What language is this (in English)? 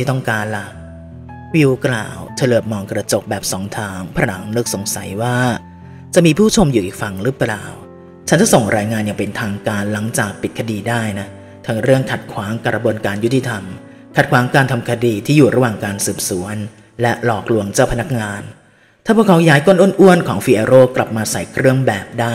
Thai